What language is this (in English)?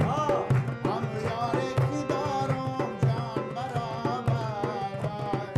Persian